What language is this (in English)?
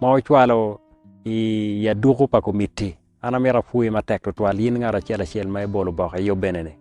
Acoli